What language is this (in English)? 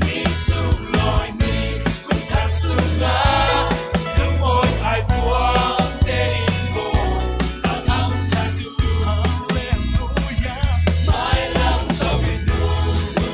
Falam Chin